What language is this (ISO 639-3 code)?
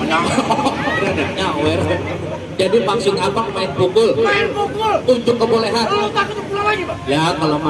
bew